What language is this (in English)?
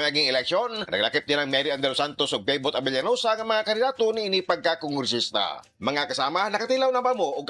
Cebuano